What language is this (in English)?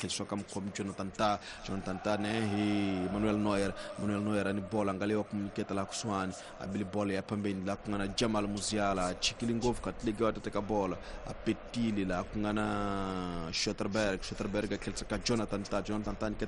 Tsonga